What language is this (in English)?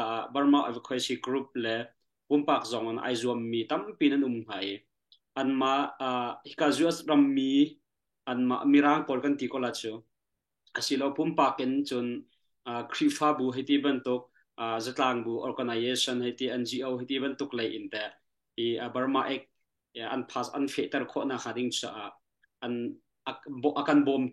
Hakha Chin